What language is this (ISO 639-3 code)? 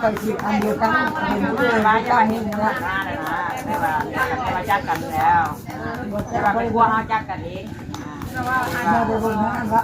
tts